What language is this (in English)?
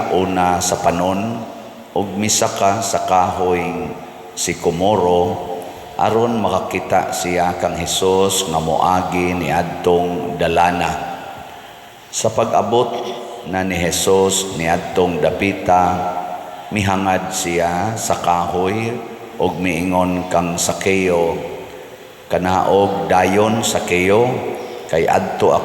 Cebuano